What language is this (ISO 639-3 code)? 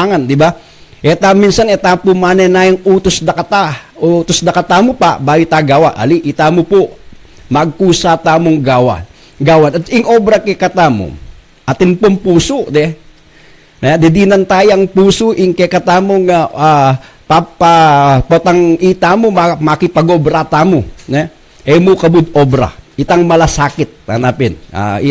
pam